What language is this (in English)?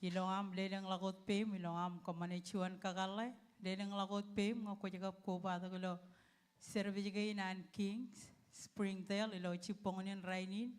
Marshallese